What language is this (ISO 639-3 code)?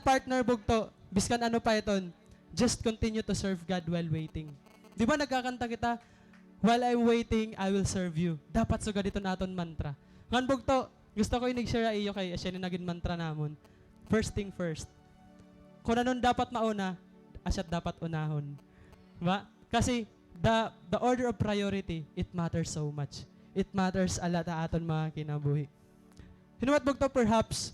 war